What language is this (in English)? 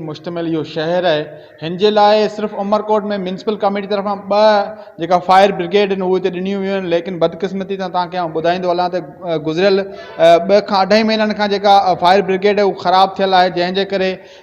Sindhi